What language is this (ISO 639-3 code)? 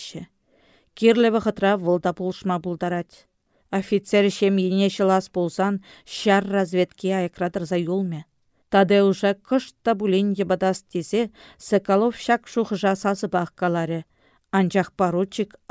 chv